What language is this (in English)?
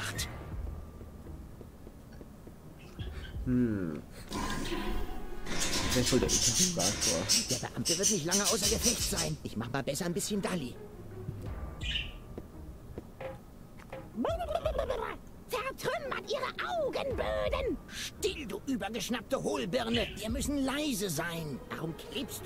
German